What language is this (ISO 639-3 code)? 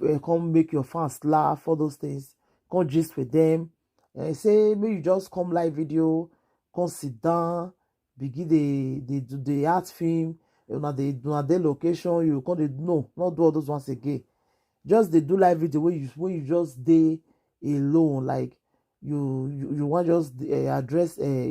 pcm